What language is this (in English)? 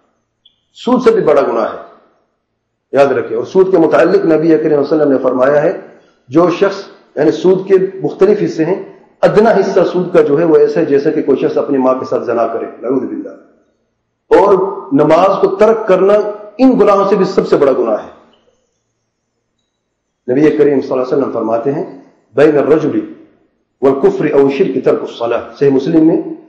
Urdu